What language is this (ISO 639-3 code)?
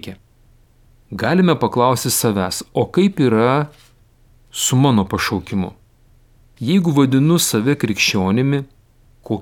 lit